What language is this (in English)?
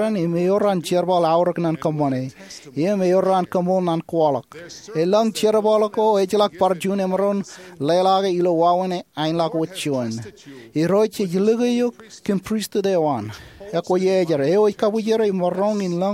Marshallese